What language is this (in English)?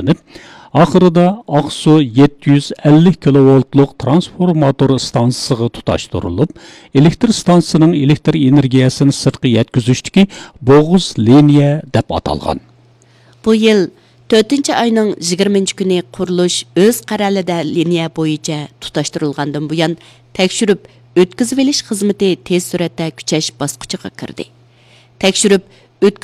Uyghur